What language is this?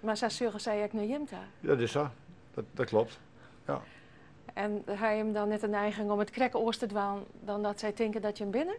Western Frisian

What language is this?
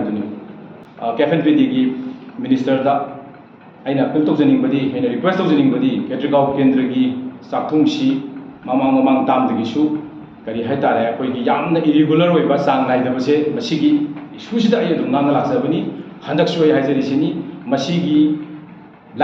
Manipuri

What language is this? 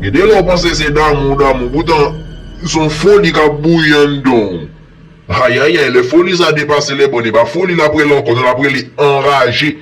Haitian Creole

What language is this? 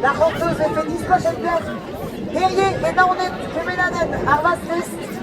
Breton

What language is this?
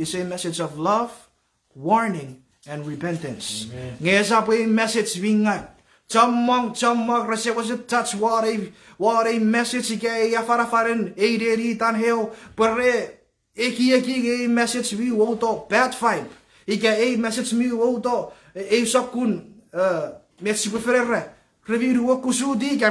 Chuukese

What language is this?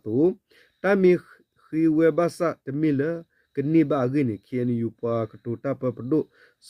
S'gaw Karen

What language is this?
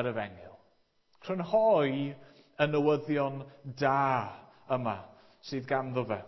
Welsh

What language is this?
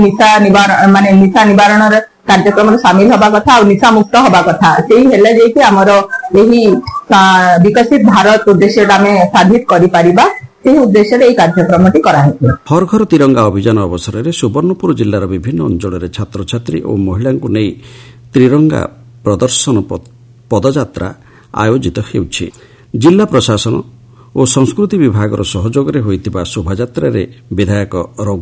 Odia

